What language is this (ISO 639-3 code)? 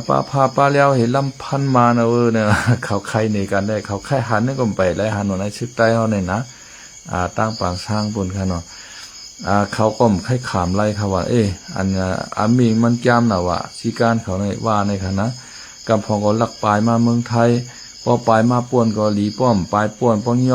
shn